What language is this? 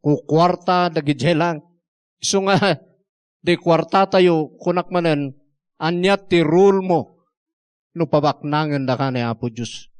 Iloko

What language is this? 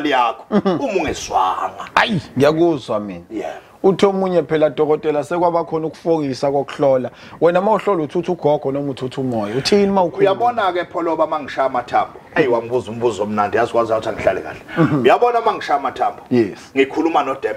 Zulu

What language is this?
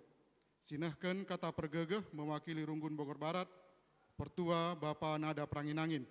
Batak Karo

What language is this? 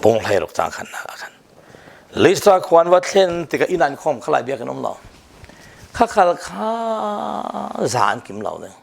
Falam Chin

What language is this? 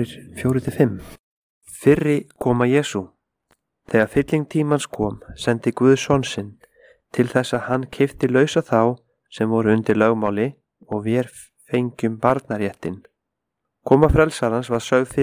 Icelandic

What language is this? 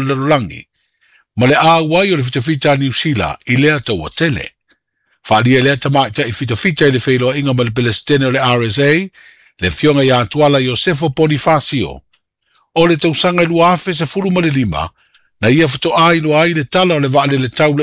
Samoan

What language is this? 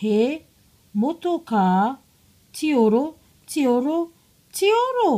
Māori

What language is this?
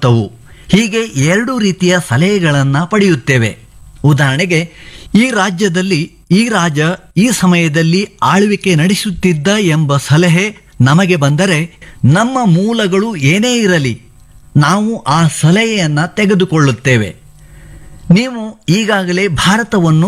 Kannada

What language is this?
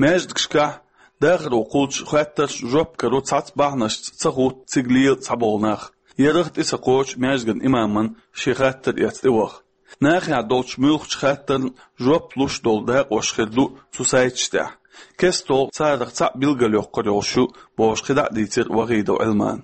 Chechen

